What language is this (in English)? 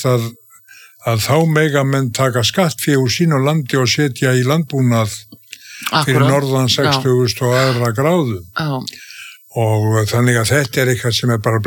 Icelandic